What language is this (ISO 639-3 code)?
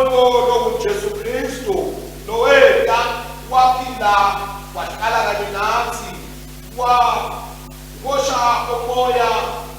ssw